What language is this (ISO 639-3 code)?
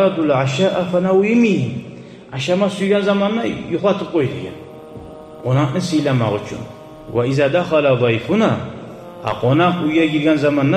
kum